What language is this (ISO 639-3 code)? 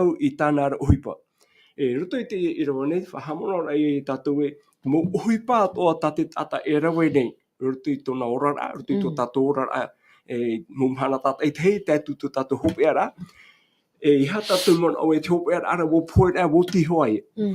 tah